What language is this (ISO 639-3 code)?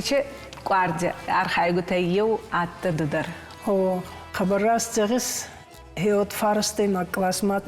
oss